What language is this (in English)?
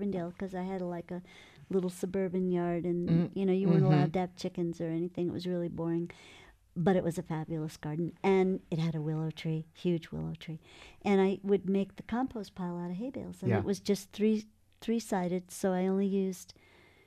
English